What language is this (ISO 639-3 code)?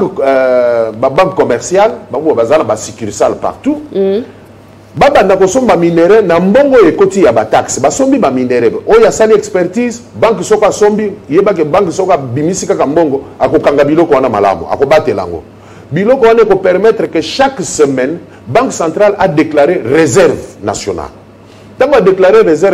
lin